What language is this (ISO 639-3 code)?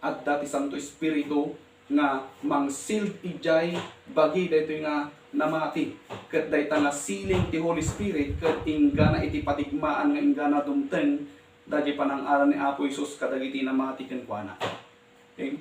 ilo